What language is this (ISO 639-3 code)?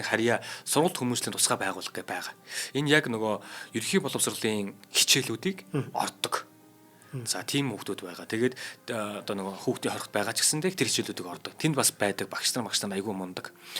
mon